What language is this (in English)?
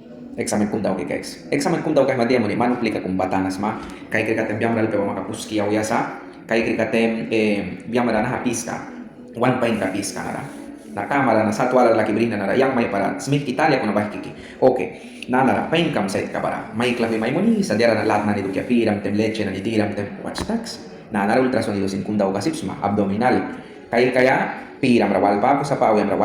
Mískito